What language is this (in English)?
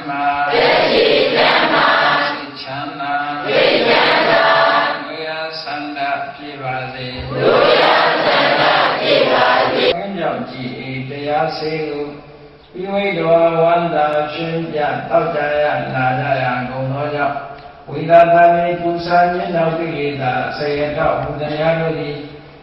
Burmese